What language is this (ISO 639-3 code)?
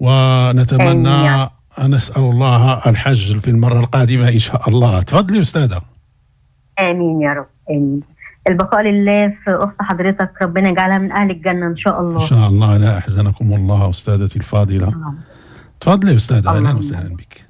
ary